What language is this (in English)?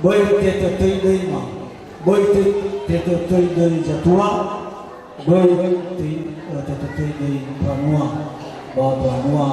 Nias